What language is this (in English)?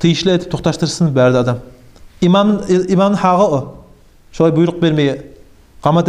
Kumyk